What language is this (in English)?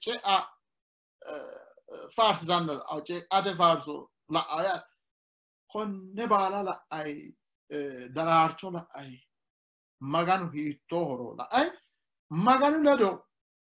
Sidamo